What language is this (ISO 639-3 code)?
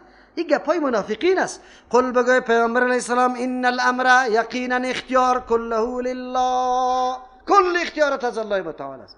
fas